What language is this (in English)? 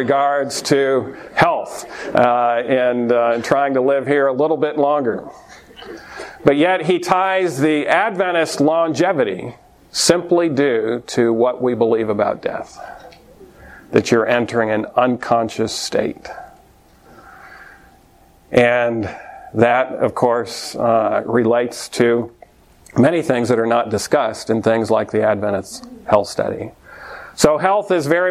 English